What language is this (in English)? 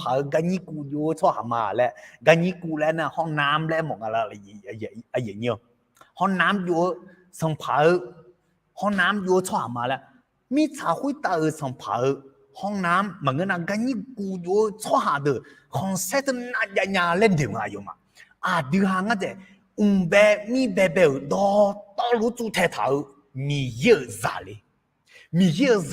Akha